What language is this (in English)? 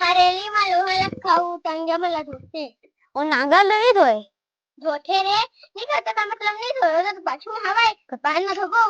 Chhattisgarhi